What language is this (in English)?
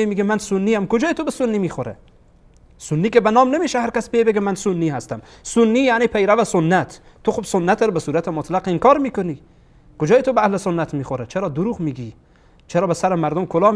Persian